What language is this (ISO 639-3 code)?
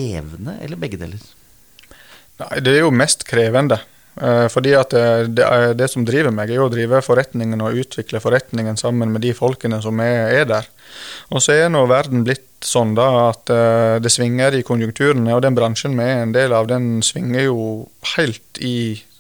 nor